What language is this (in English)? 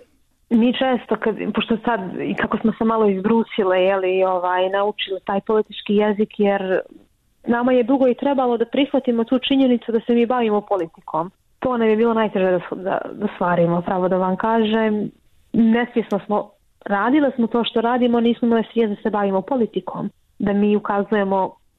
Bosnian